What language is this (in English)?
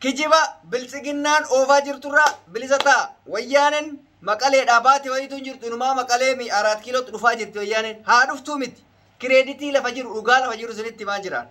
Oromo